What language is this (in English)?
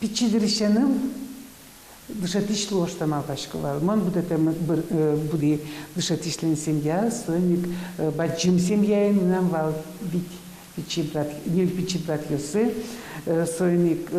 Udmurt